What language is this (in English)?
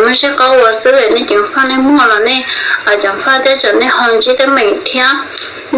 Hmong